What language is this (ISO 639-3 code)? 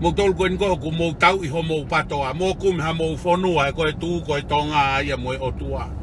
ton